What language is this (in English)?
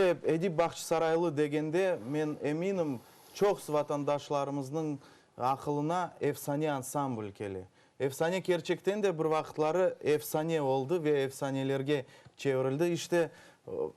Crimean Tatar